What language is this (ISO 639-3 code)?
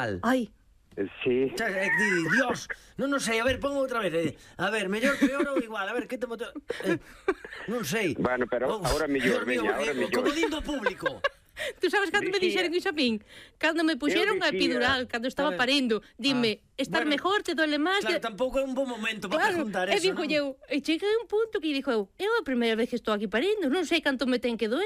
glg